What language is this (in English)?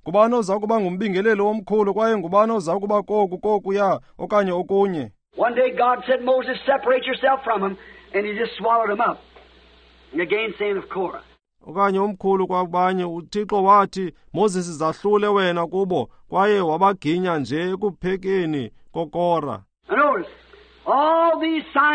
Xhosa